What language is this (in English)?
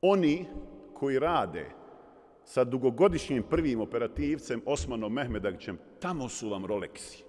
Bosnian